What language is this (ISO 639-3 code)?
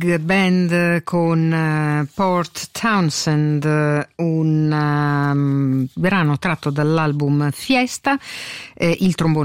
ita